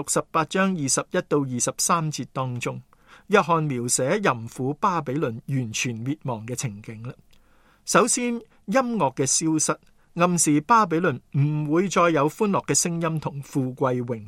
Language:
Cantonese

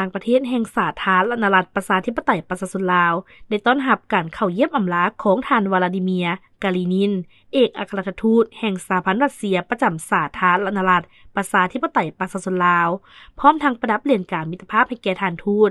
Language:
Lao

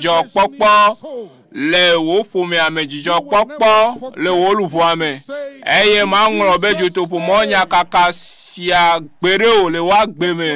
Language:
Ewe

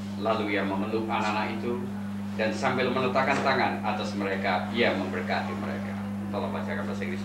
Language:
Indonesian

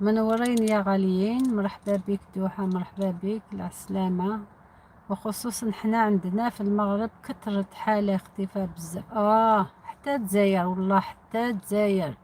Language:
Algerian Arabic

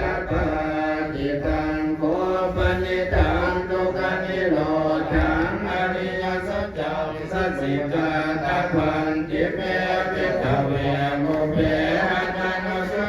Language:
Pali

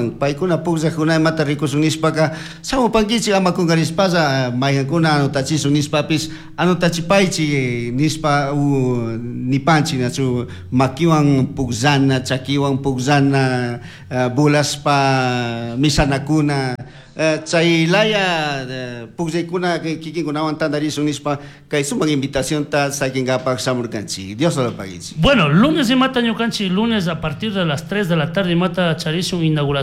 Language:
Chimborazo Highland Quichua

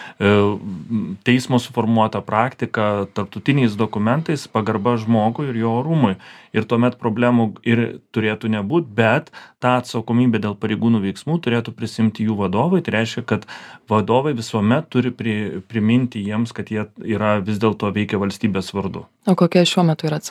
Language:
Lithuanian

